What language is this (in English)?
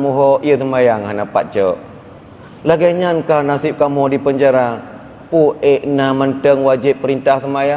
Achinese